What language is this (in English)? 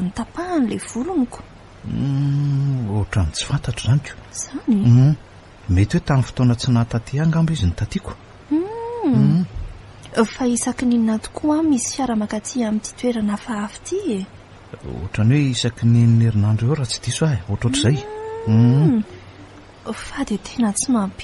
Malagasy